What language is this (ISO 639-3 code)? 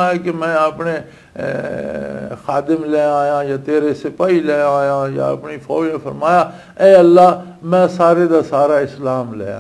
lah